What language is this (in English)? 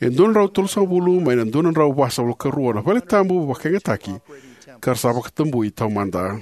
Fijian